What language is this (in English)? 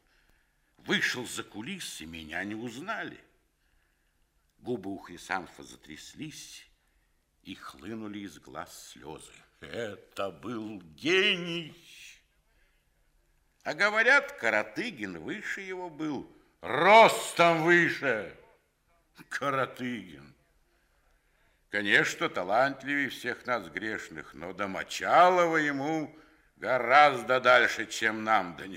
Russian